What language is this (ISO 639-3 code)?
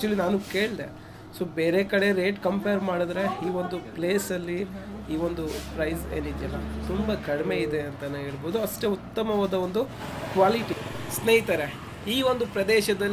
kan